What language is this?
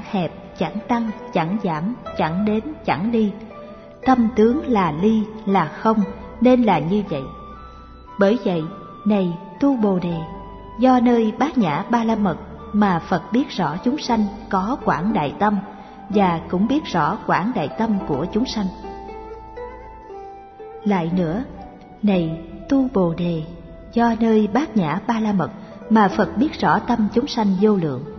Vietnamese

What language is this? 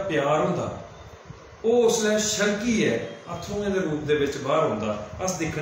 Dogri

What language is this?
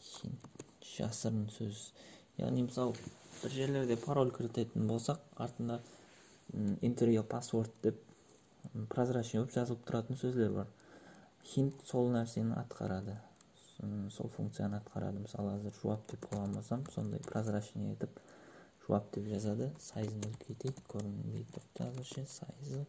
Kara-Kalpak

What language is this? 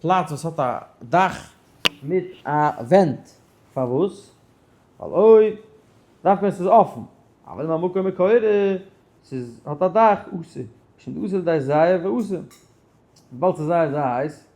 Yiddish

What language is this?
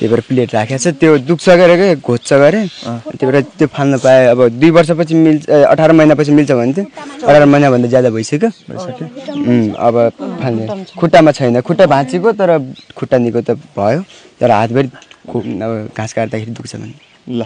Nepali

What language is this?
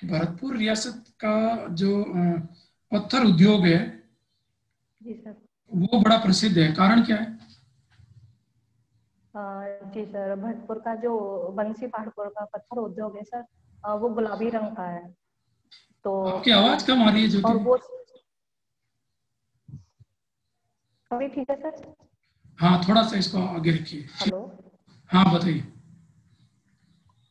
Hindi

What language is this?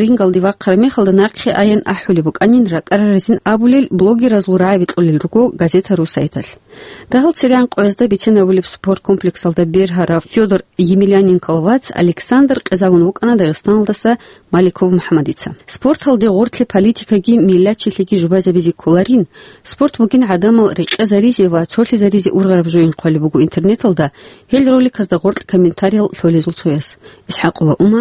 Avaric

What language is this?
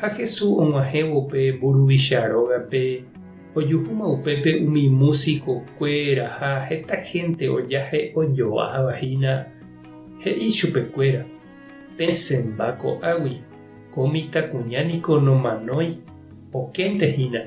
Guarani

